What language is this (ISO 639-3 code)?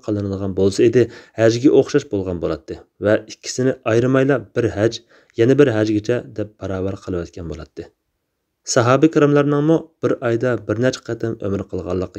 uig